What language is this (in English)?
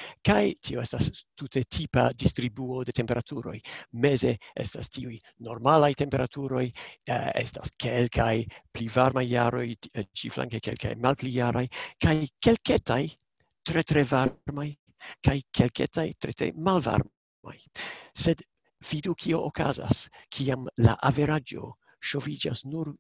Esperanto